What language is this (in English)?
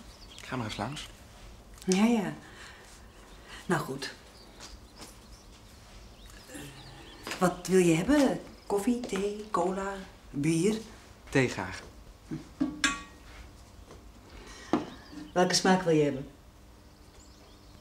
Dutch